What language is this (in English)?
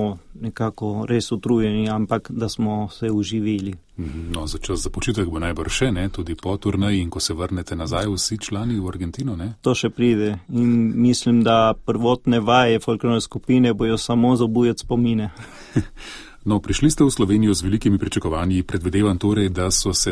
Slovenian